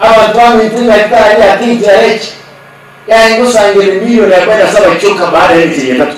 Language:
Gusii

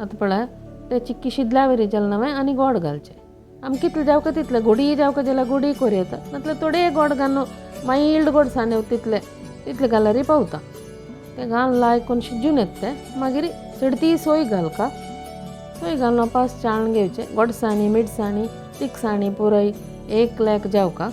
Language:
Konkani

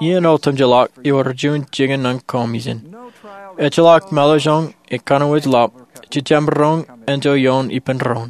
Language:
Marshallese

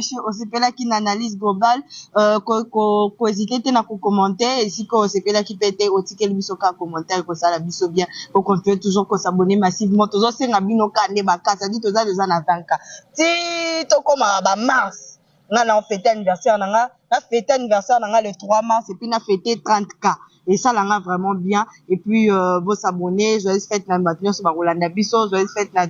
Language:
Lingala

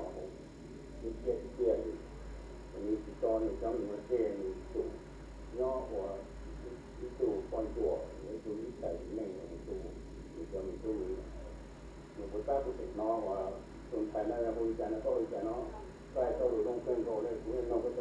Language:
Hmong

